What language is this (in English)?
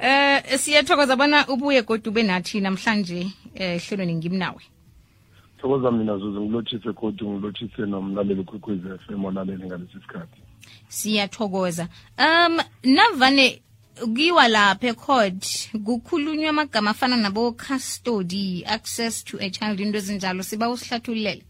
South Ndebele